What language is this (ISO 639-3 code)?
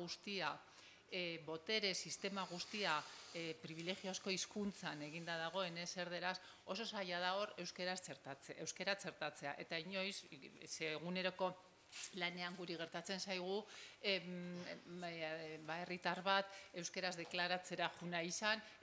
eus